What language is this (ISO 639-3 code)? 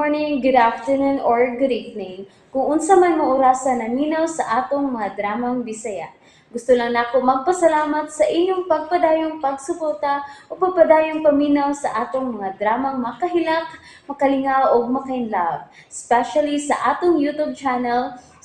ceb